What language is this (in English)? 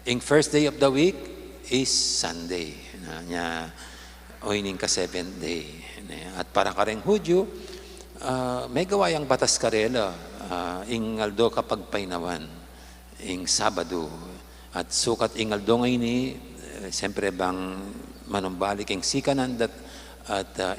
Pampanga